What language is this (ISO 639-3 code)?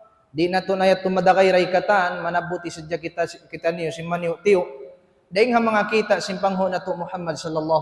tsg